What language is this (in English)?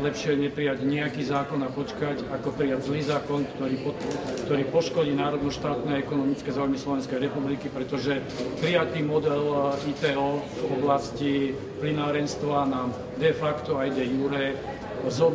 Slovak